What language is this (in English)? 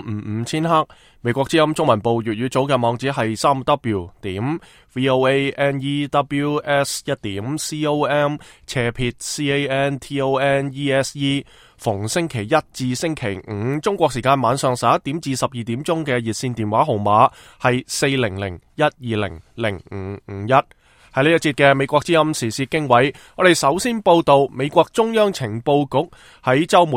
Cantonese